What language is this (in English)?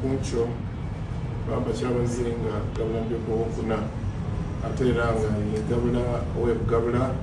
Soga